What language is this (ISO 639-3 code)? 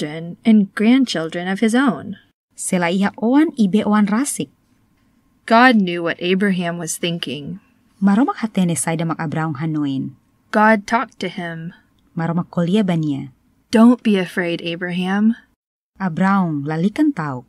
tet